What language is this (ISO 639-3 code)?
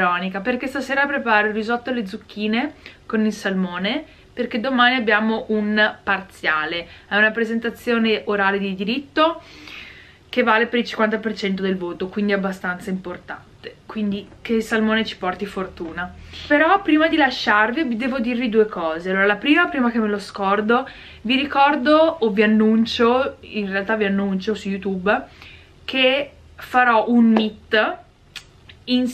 ita